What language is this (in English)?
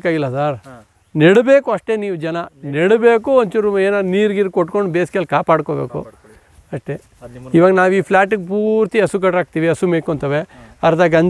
Kannada